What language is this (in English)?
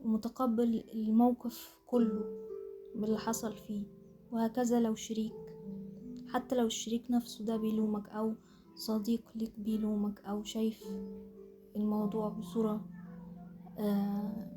Egyptian Arabic